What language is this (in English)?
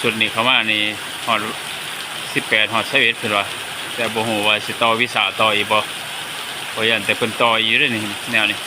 Lao